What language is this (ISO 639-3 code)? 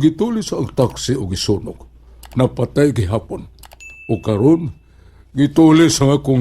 ceb